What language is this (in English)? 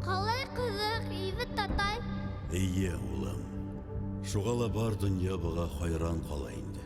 Bashkir